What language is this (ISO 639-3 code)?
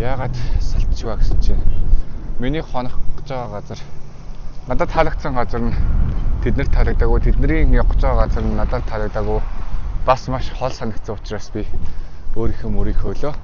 mon